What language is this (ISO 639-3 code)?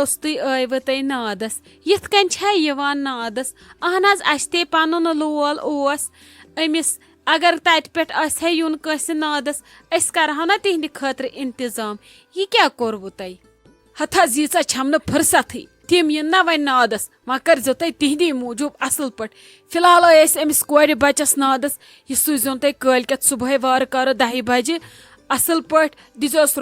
kas